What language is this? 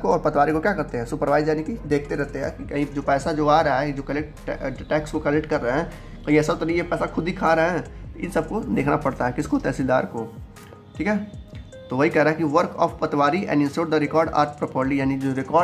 Hindi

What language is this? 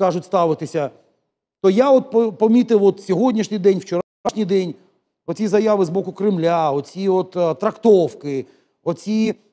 Ukrainian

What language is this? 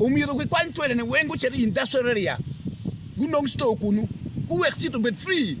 Acoli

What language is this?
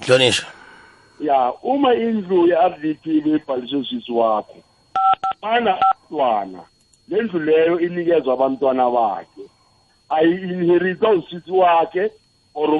South Ndebele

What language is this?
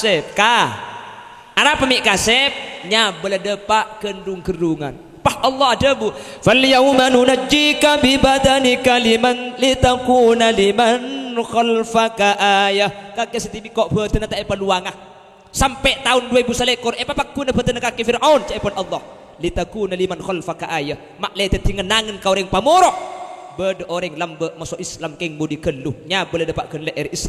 Madurese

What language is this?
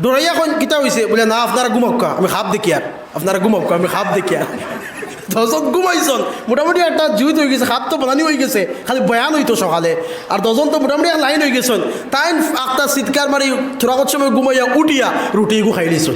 Sylheti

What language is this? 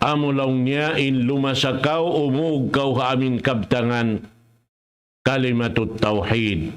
Tausug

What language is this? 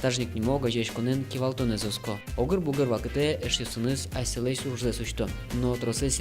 Udmurt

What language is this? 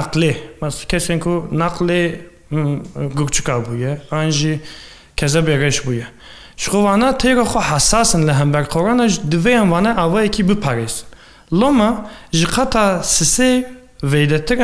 Kurdish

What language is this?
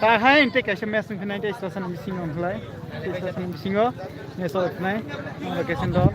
Kok Borok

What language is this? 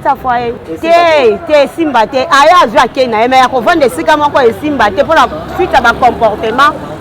Lingala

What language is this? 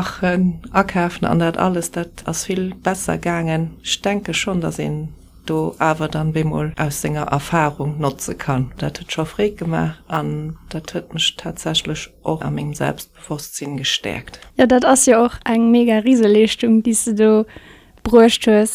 Luxembourgish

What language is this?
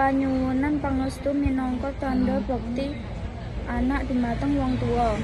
Javanese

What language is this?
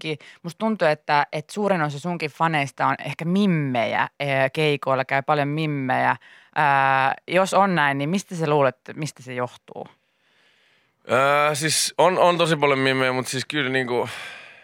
Finnish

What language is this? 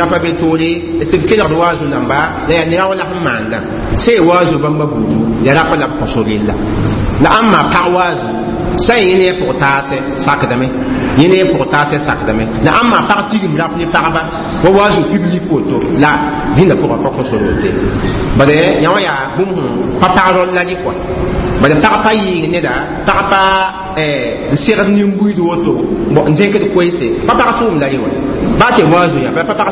Mossi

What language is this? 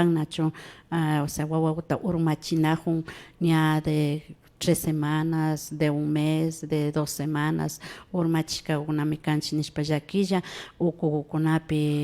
Imbabura Highland Quichua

